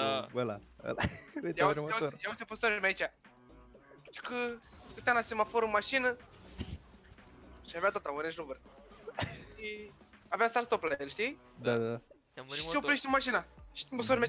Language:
Romanian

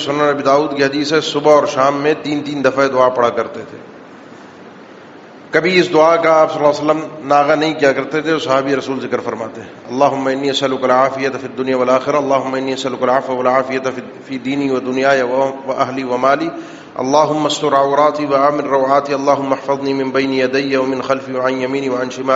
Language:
Urdu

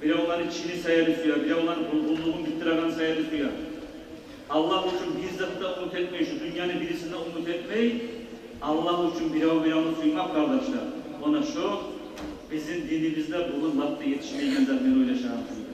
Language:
Kumyk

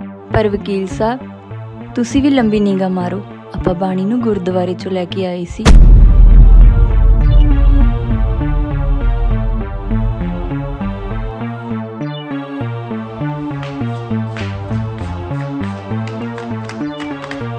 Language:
Punjabi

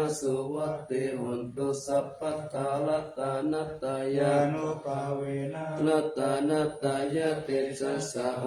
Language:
Pali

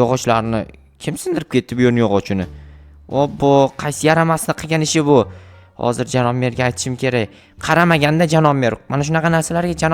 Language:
Uzbek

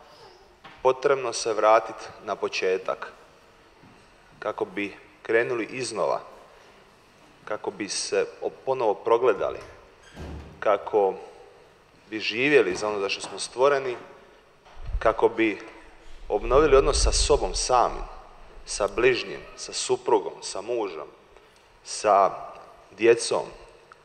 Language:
Croatian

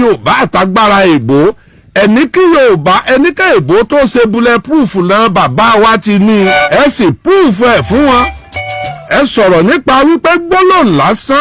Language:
Yoruba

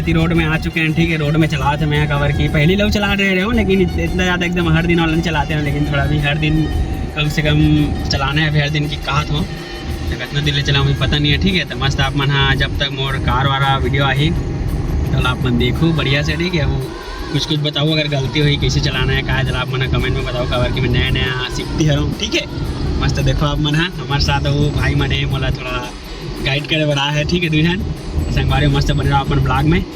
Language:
Chhattisgarhi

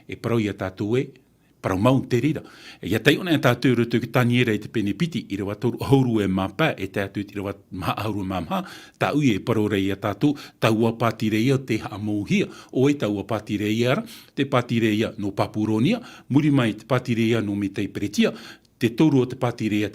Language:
Tahitian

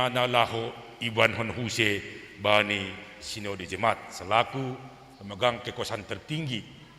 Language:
Batak Simalungun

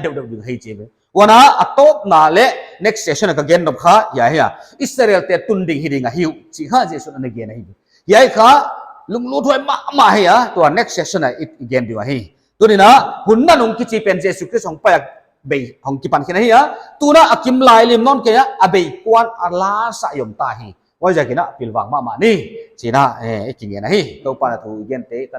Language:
Paite Chin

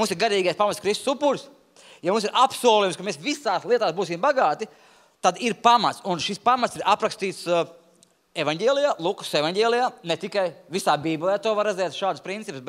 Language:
Latvian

